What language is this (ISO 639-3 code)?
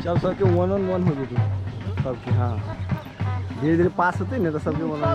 mai